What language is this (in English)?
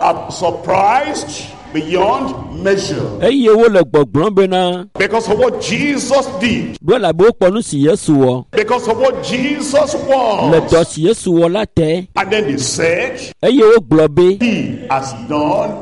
Ewe